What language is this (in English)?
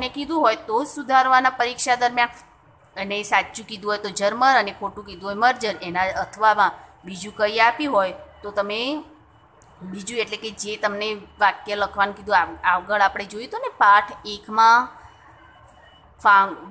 Gujarati